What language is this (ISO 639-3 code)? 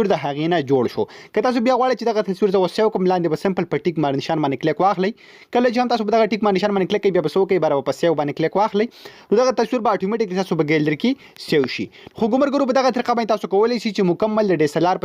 pus